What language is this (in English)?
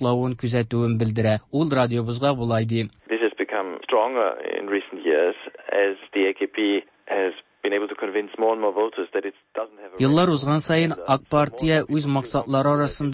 Tatar